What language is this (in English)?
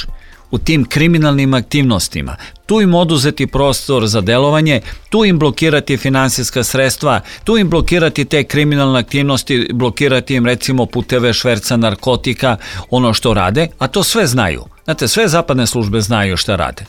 Serbian